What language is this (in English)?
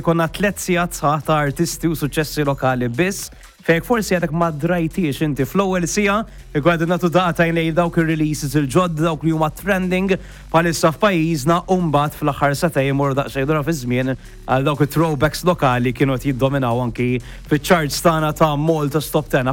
Maltese